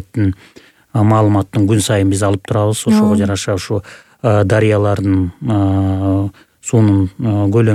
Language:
Kyrgyz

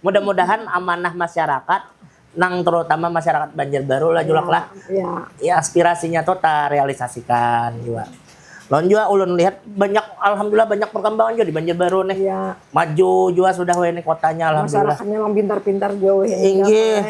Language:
Banjar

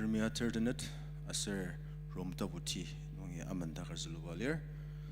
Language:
Ao Naga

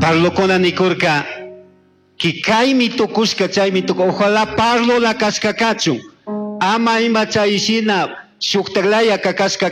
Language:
Chimborazo Highland Quichua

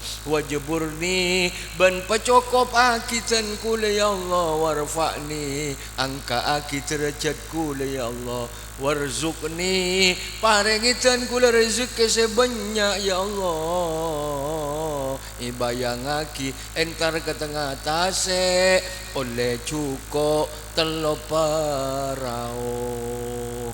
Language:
Madurese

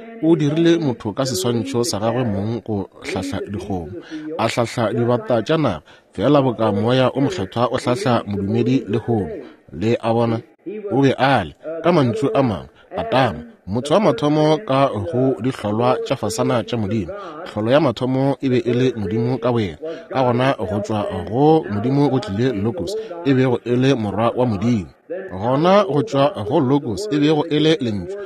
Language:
Northern Sotho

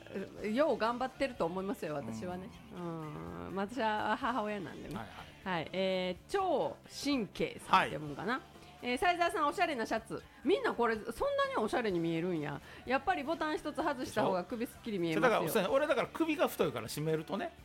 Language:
Japanese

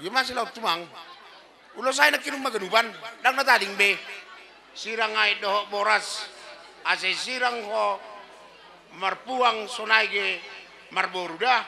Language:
Batak Karo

